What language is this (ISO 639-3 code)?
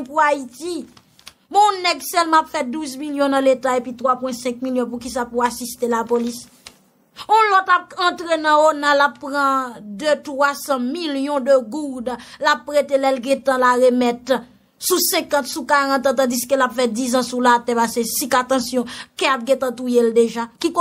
hat